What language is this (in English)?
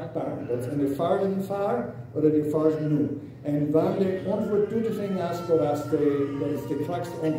Plautdietsch